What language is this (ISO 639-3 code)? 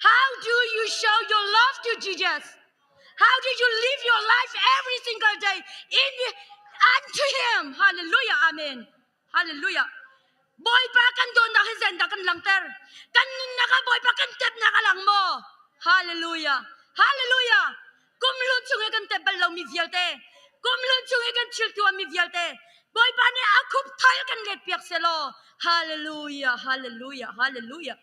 cnh